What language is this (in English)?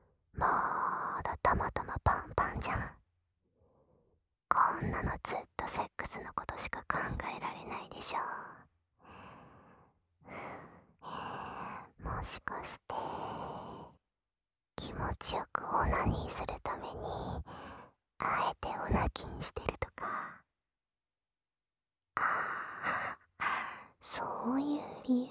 Japanese